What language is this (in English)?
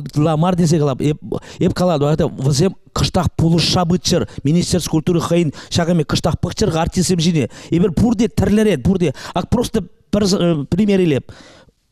Chuvash